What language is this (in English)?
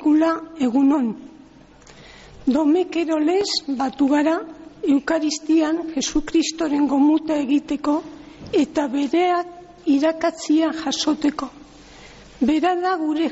Basque